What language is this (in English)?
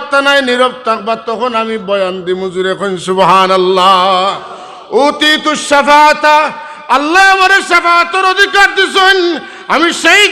Sylheti